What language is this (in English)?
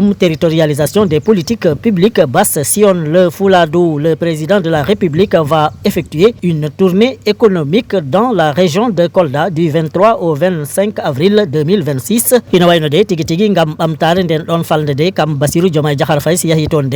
Fula